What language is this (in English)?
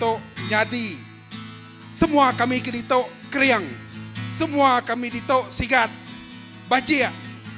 Iban